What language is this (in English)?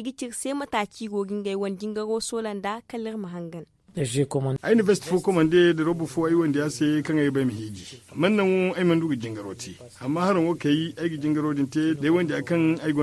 Zarma